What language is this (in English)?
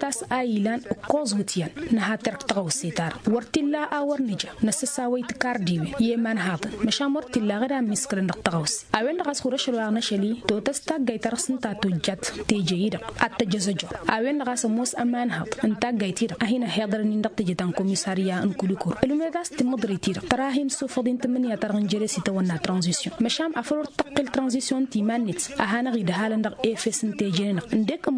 Tamasheq